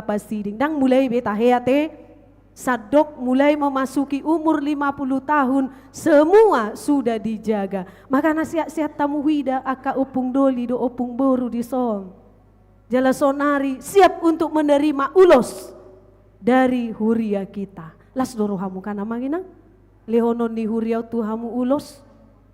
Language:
Batak Toba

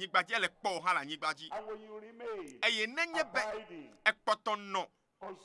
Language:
Ewe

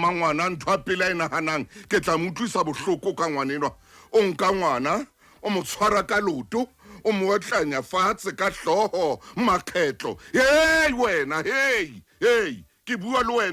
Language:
Southern Sotho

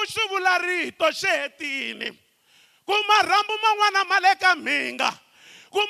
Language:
Tsonga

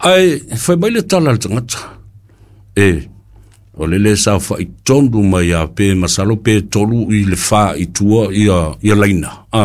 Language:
Samoan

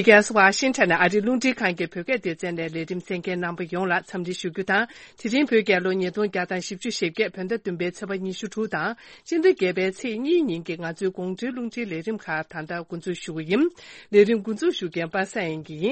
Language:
Tibetan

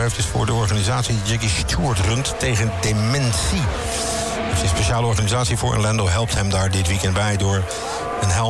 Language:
Dutch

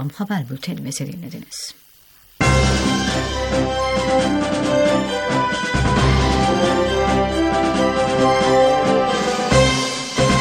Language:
Turkish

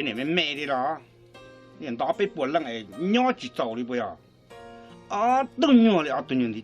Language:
Hmong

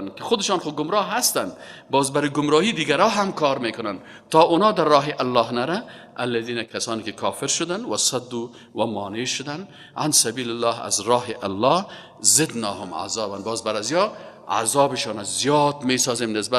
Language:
Persian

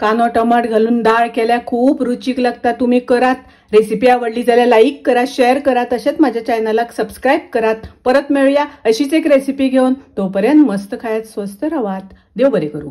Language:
Konkani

